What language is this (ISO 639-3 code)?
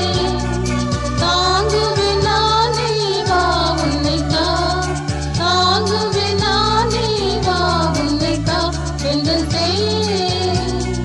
tam